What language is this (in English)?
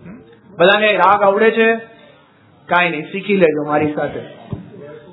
Gujarati